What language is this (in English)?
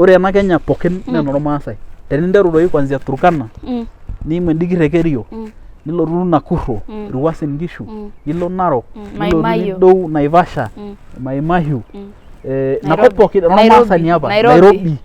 Masai